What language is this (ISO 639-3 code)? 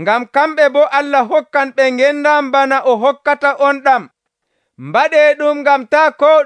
fuv